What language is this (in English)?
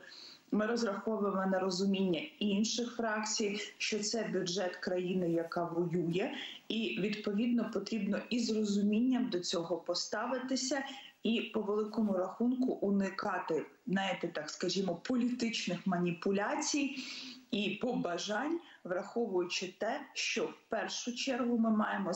Ukrainian